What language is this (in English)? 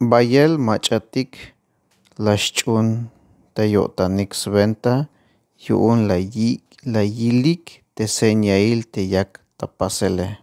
Tzeltal